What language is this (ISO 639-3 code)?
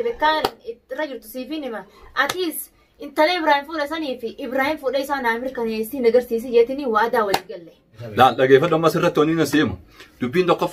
orm